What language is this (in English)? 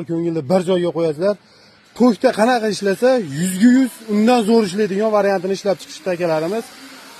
Uzbek